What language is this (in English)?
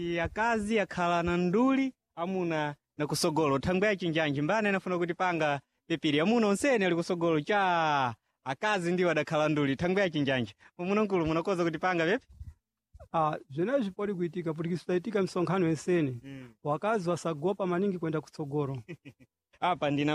Sena